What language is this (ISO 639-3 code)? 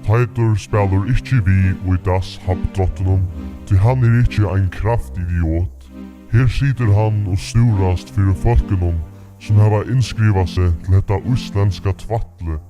fao